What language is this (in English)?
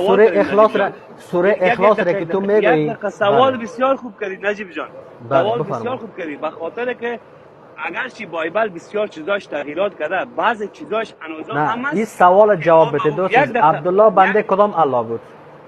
Persian